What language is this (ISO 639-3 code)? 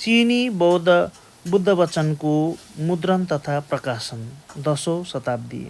nep